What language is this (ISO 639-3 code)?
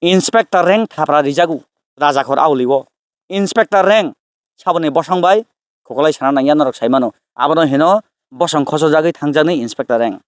trp